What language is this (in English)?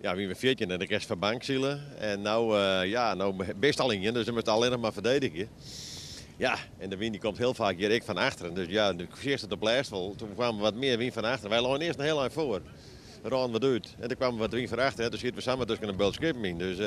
Western Frisian